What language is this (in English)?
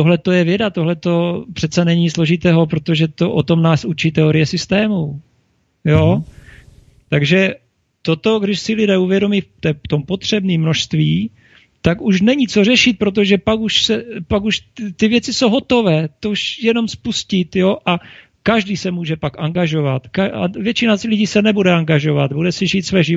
Czech